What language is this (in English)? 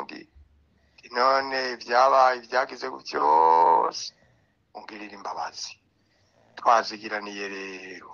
Rundi